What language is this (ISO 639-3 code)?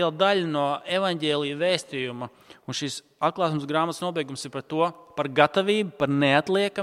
lav